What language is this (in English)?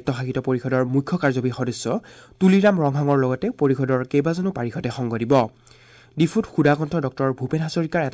Assamese